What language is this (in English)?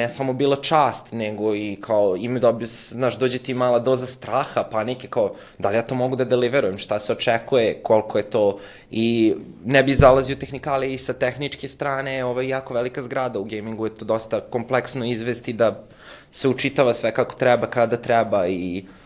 Serbian